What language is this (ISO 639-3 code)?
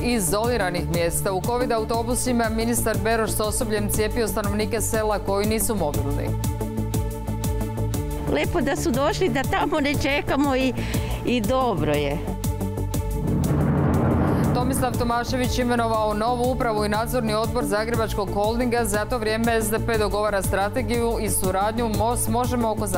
hrv